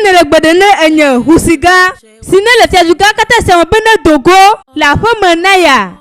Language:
Ewe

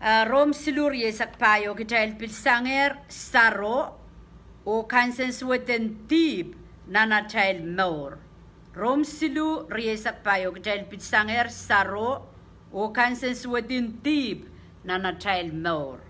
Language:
Pohnpeian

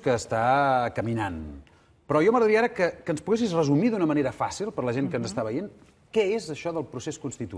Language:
Catalan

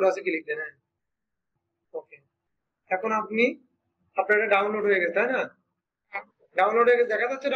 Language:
Bangla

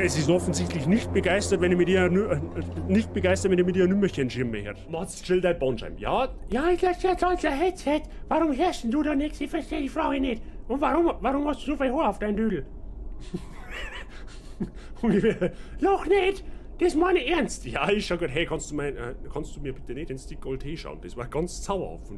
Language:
Bavarian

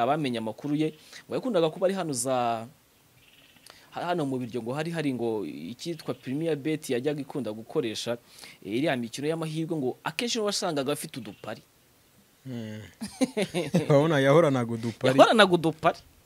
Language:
Kinyarwanda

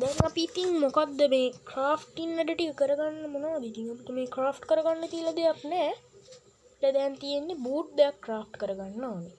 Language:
Sinhala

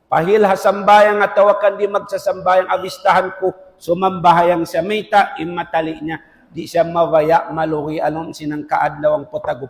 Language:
Tausug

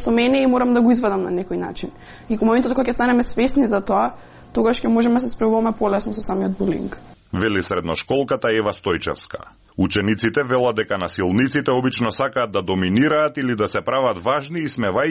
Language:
Macedonian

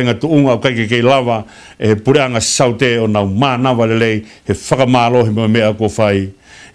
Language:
Tongan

